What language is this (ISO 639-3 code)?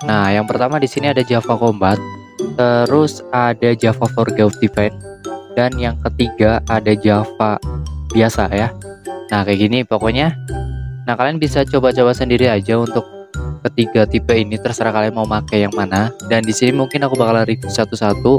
ind